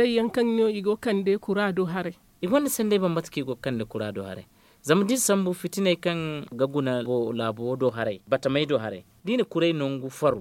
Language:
Zarma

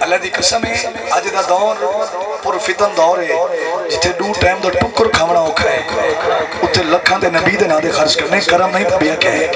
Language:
Saraiki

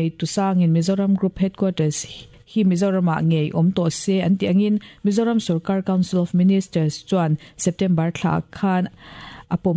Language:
Mizo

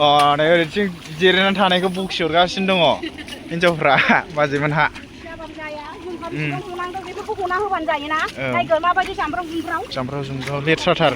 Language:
Bodo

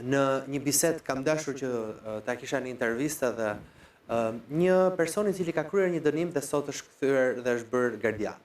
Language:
Albanian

